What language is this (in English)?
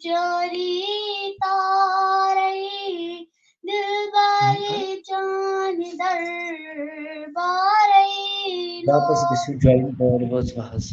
Kashmiri